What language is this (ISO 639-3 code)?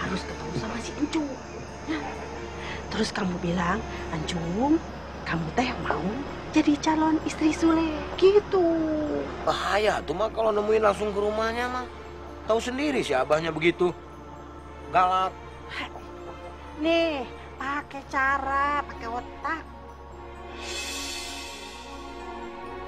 ind